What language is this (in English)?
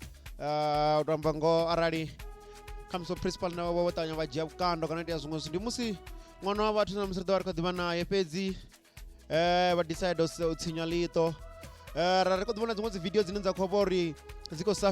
Venda